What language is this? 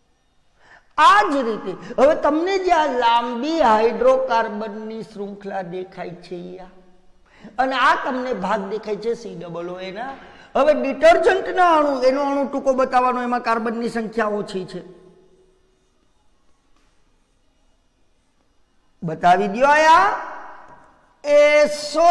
Gujarati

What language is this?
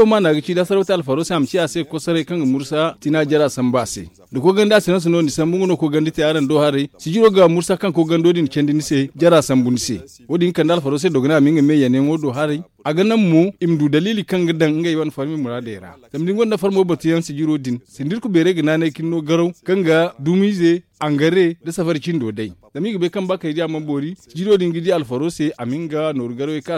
Zarma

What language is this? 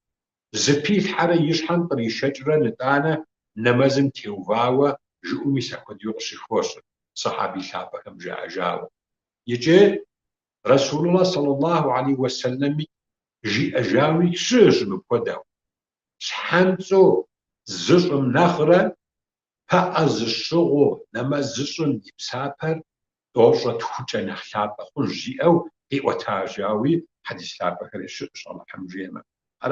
Kabardian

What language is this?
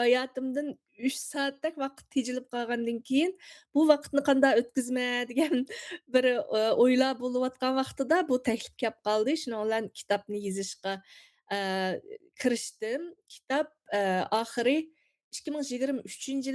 Uyghur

